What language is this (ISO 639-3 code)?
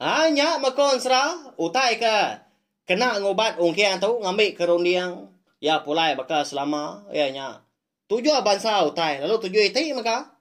iba